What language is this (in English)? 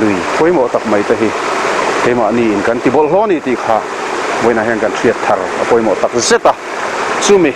Mizo